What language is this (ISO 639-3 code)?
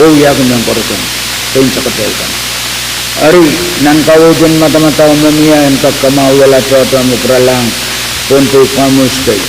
pon